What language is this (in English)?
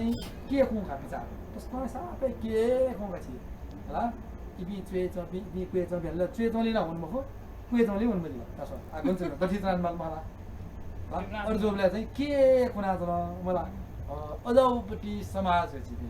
Newari